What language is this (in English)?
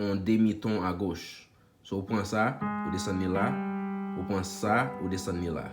Haitian Creole